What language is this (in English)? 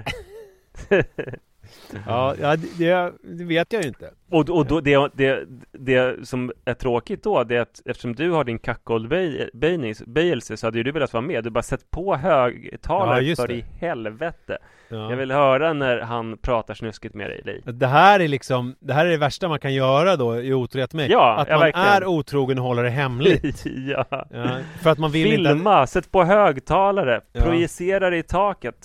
Swedish